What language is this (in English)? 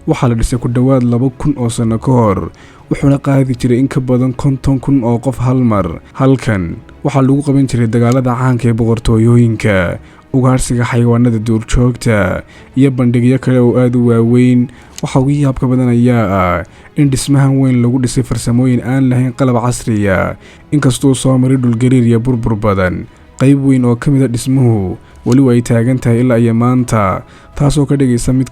Somali